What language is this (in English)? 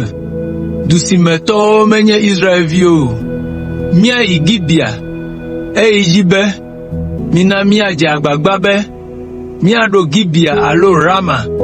Ewe